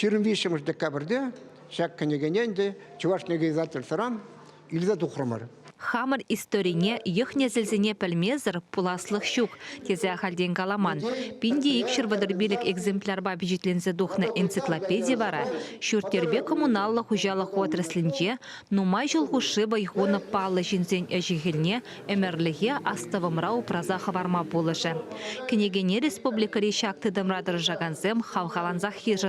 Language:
Chuvash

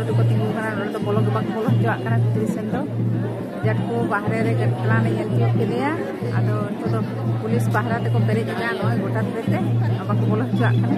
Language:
Santali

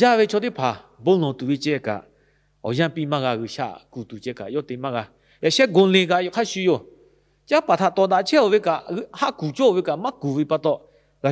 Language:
Lahu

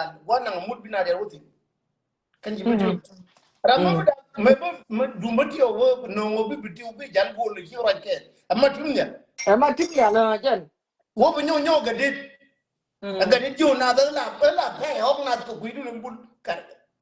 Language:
Nuer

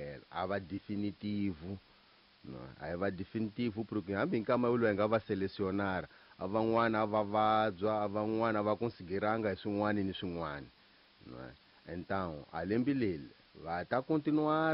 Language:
Tsonga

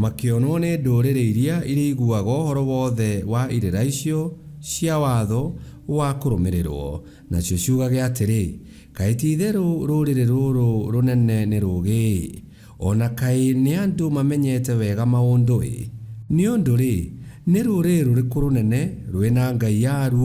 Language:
Kikuyu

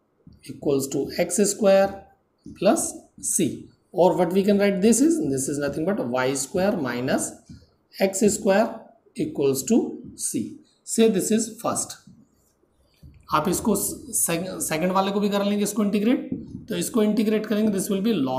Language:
Hindi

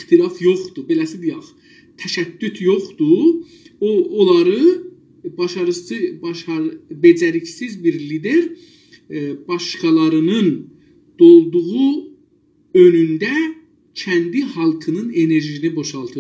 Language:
South Azerbaijani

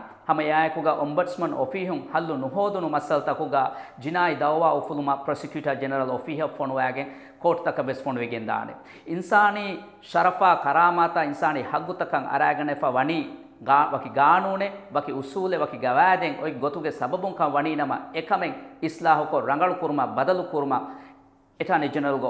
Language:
Divehi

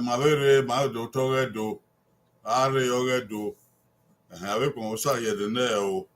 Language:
Bini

